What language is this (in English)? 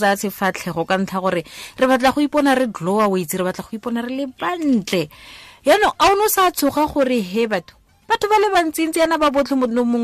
Tswana